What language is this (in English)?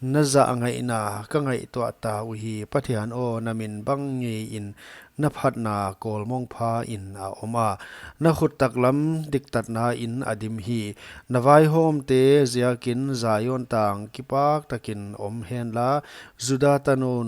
Paite Chin